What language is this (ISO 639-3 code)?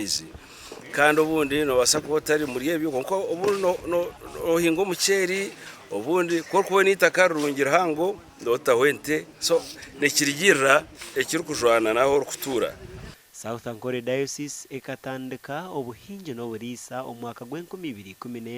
nyn